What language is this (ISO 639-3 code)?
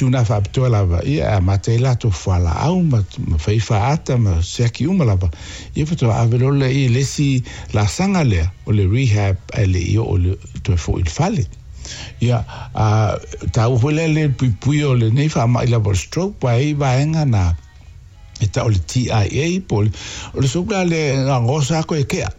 smo